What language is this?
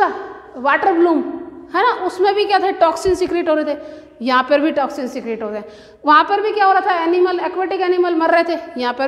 Hindi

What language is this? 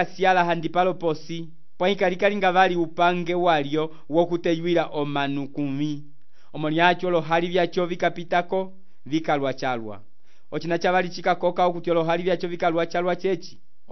Umbundu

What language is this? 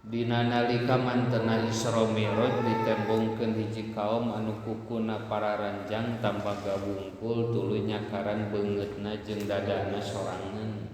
Sundanese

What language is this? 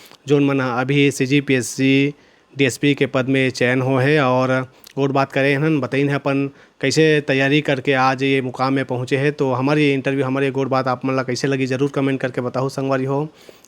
Chhattisgarhi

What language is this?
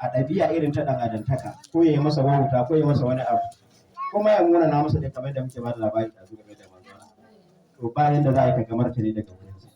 Hausa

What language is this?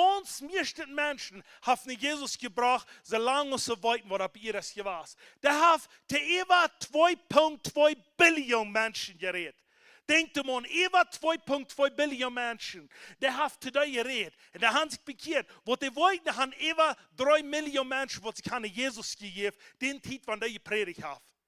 Plautdietsch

